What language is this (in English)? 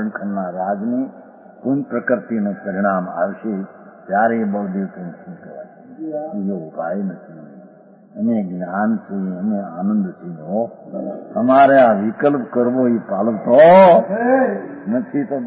Gujarati